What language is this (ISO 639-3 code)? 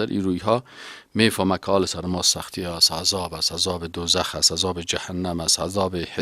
fas